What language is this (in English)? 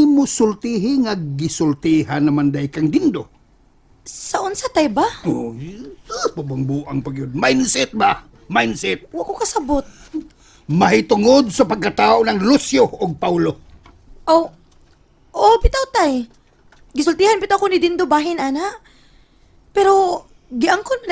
Cebuano